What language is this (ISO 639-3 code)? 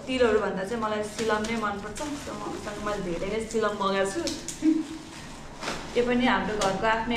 nep